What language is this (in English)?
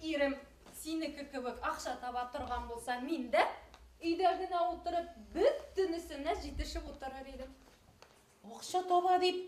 Bashkir